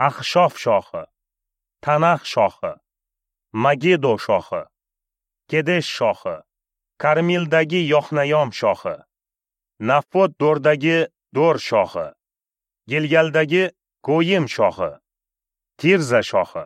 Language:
Uzbek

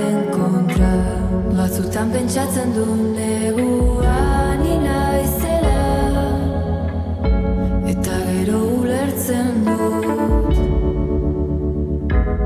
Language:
Basque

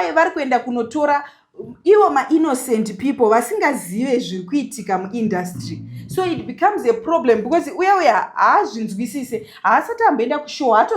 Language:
Shona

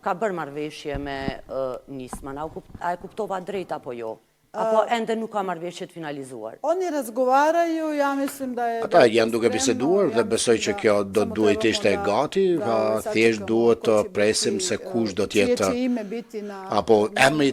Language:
Albanian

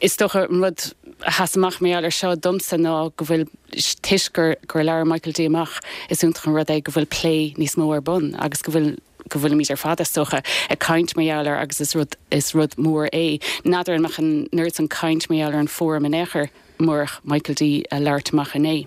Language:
Irish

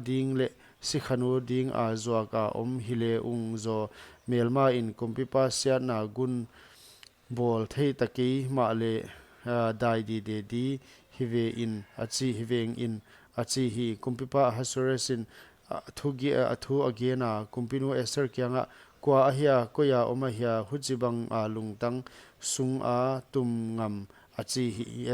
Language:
Paite Chin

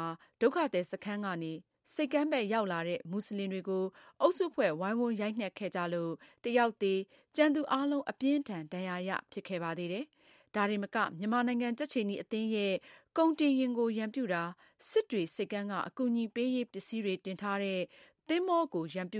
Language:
Burmese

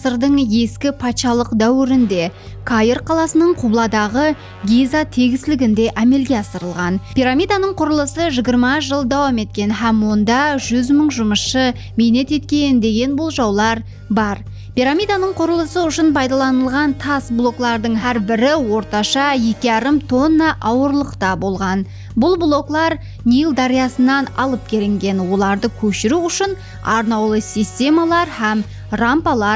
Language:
Kara-Kalpak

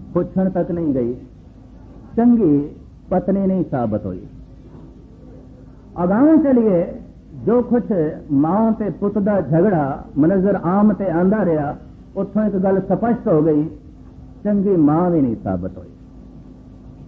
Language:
Punjabi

